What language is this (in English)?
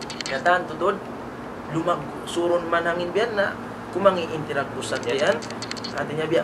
Tausug